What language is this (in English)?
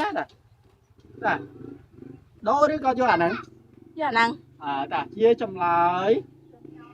Khmer